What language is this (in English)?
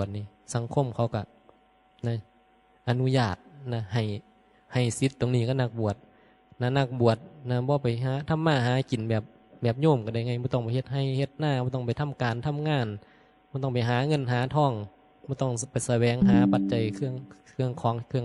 Northeastern Thai